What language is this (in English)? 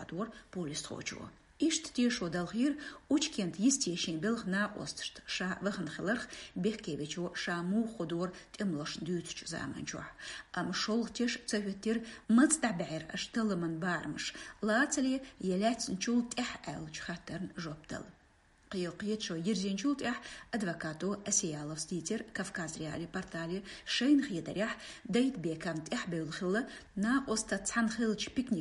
Chechen